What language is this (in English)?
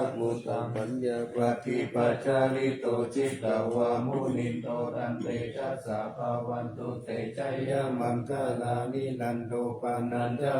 Pali